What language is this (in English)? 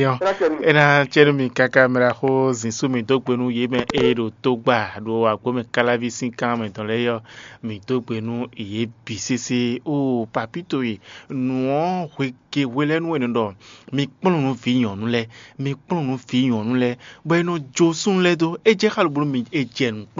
Fon